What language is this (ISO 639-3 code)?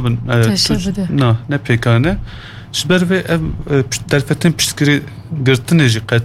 kur